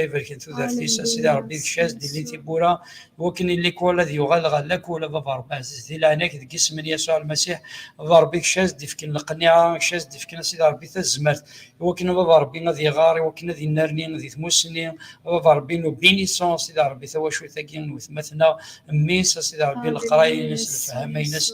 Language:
Kabyle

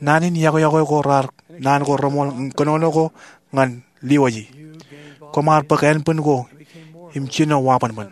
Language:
Marshallese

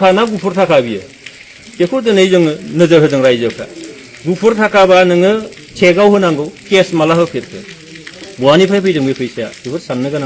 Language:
Bodo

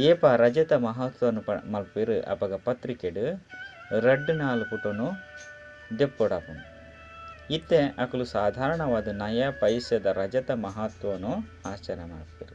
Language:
Tulu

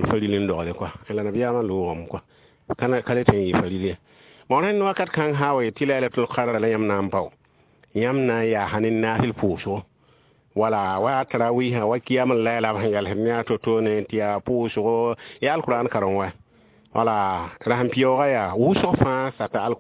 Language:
Mossi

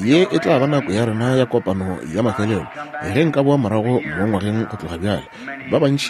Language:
Northern Sotho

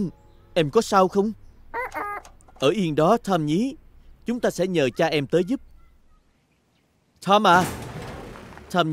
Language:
Vietnamese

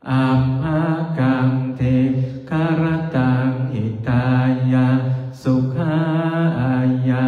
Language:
Pali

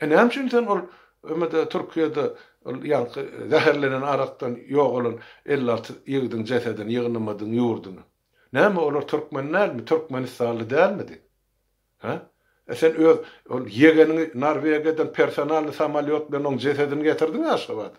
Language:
Turkmen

